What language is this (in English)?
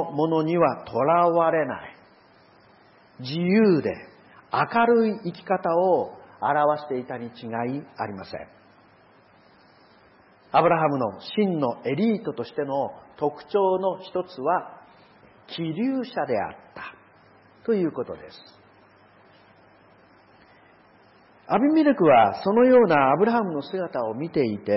Japanese